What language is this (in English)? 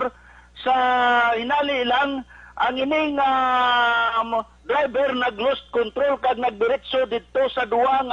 Hiligaynon